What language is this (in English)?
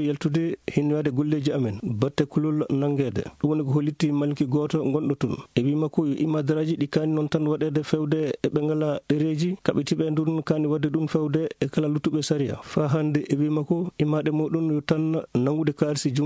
Maasina Fulfulde